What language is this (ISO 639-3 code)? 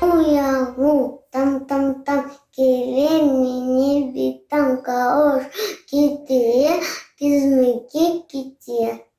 crh